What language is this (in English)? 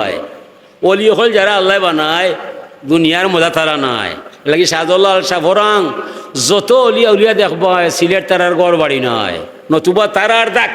Sylheti